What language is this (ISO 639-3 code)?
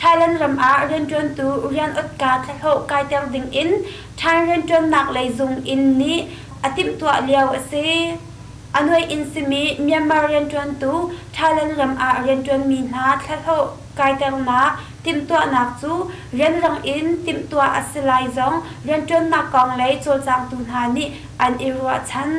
cnh